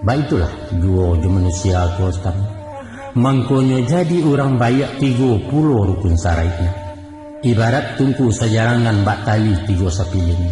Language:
Minangkabau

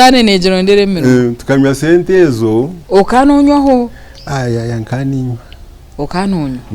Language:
Nyankole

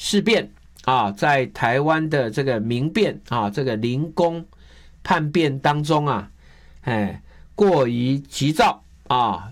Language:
Chinese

